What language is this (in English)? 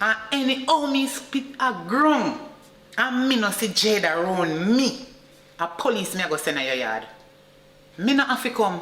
Jamaican Creole English